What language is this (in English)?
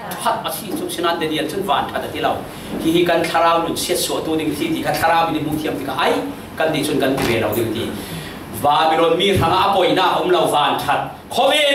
Falam Chin